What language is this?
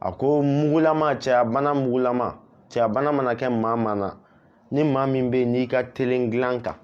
Bambara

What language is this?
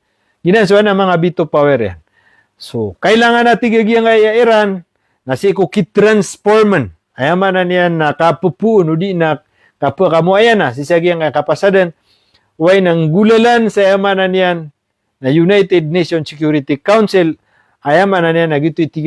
Maranao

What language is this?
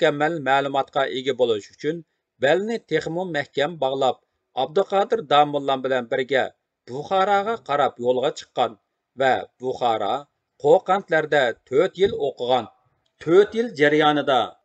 Uyghur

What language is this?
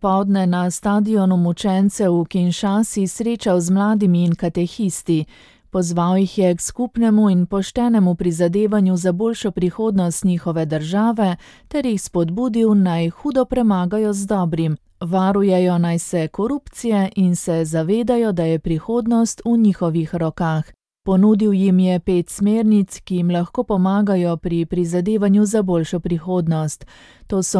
Slovenian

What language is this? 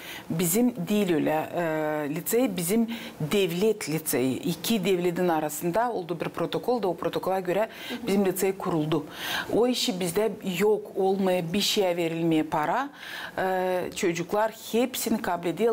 Gagauz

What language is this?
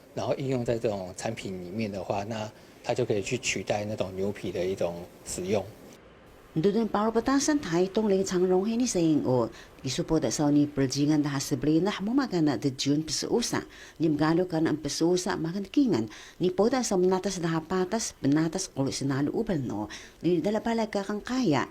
Taroko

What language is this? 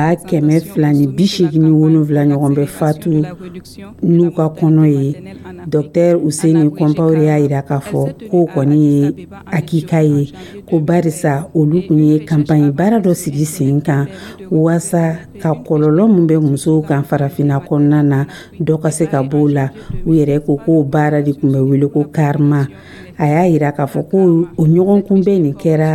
Dyula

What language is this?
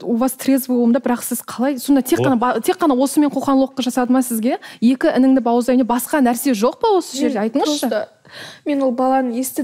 Kazakh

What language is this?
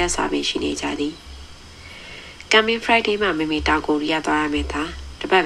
Burmese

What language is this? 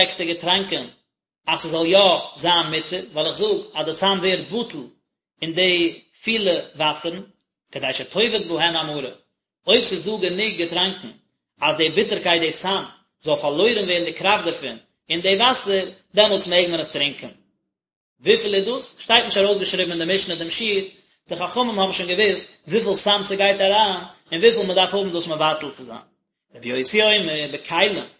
Yiddish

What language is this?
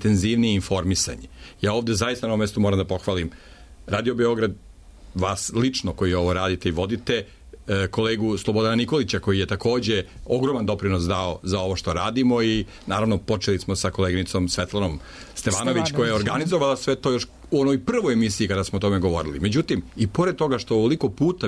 Serbian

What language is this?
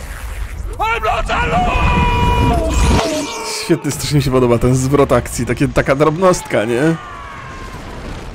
Polish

